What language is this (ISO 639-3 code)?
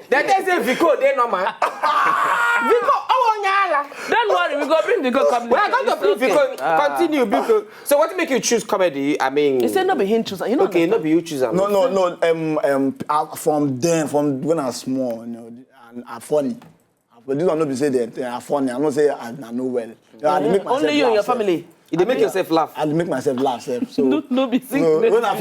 pcm